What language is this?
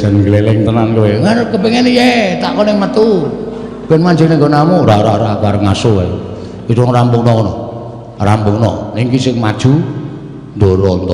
Javanese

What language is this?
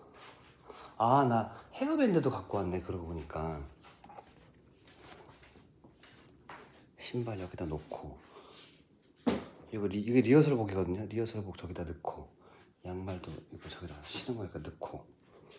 Korean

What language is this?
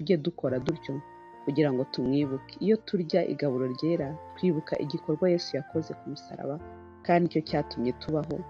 Kinyarwanda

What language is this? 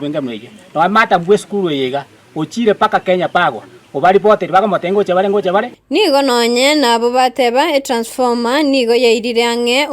Gusii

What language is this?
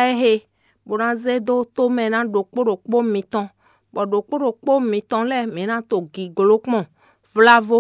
Fon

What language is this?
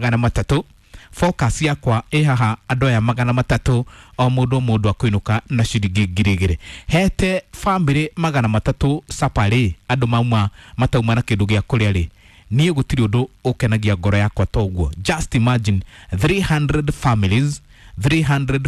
Kikuyu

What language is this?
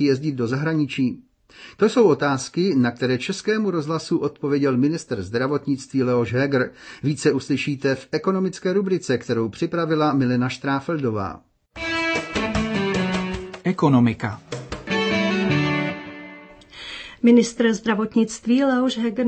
Czech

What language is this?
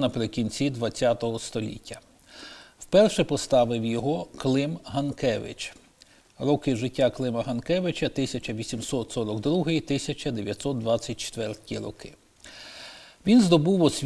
Ukrainian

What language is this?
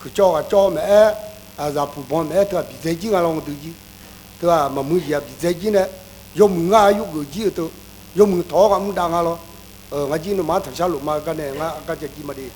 Akha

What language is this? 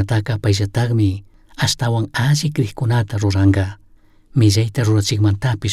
Chimborazo Highland Quichua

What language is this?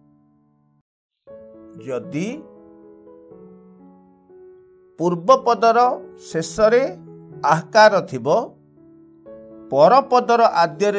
Odia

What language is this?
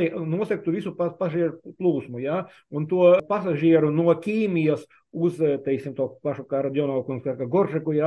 Latvian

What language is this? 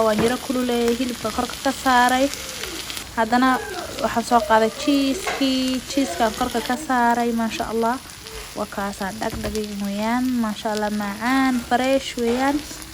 Somali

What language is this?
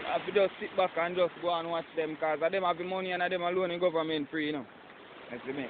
Jamaican Creole English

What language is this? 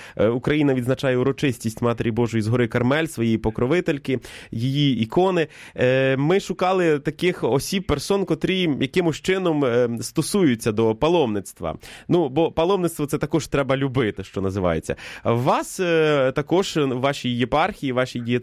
Ukrainian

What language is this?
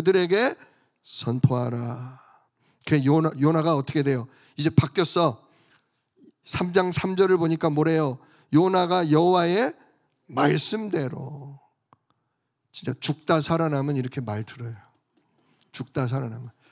Korean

